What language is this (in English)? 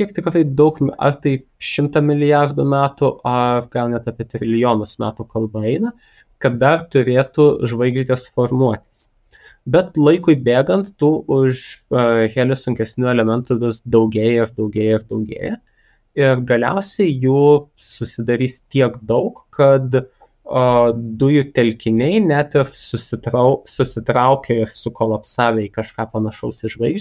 Lithuanian